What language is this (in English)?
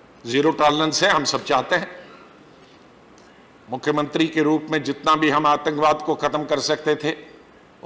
Hindi